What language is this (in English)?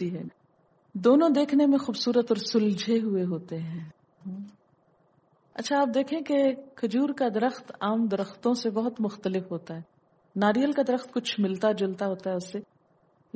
Urdu